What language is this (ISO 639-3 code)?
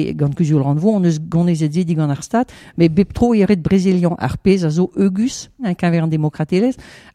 bre